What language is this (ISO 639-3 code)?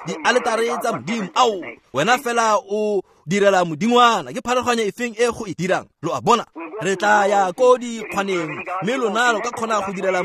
tsn